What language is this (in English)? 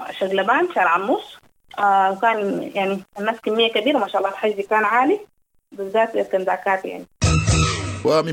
Sudanese Arabic